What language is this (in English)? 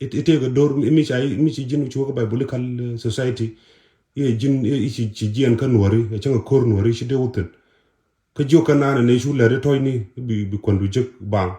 Nuer